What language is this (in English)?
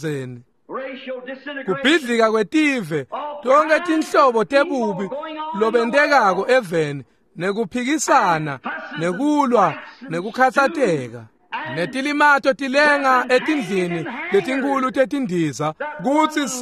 Swati